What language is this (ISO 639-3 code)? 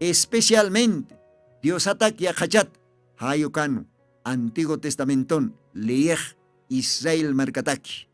aym